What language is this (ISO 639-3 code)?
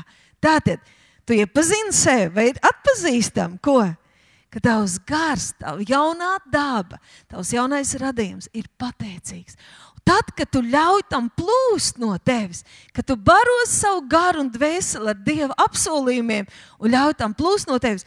lav